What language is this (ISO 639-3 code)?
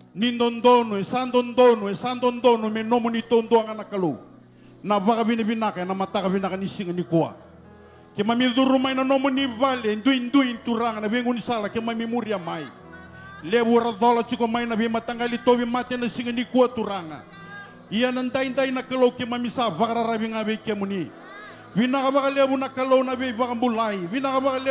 fij